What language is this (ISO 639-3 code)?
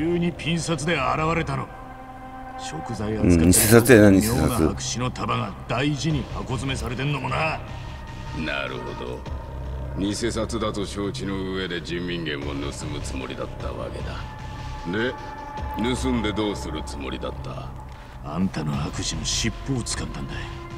jpn